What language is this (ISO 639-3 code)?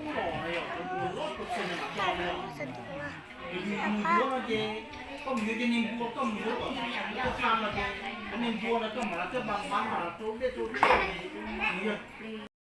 hmn